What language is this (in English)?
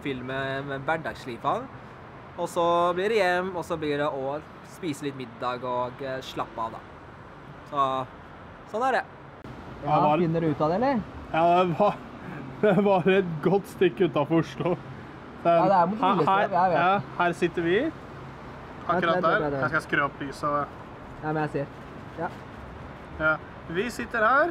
Norwegian